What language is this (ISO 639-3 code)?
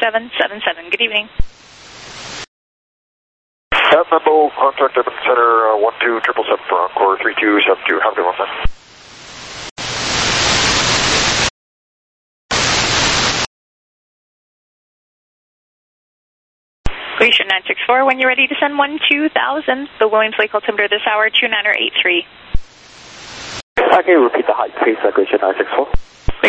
eng